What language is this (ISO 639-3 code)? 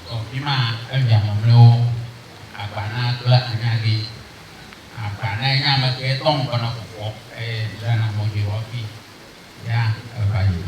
ewe